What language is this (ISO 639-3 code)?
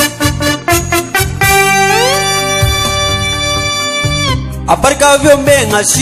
swa